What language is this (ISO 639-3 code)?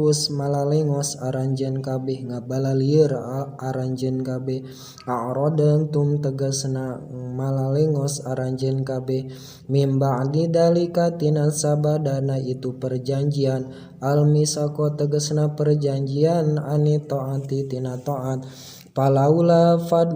sun